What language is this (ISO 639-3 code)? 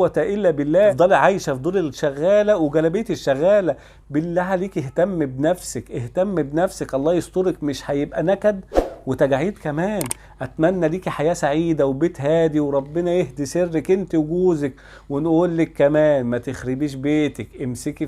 arz